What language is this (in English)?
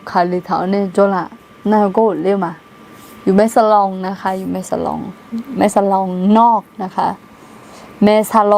Akha